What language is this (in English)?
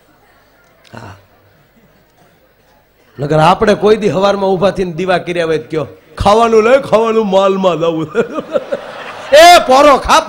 Gujarati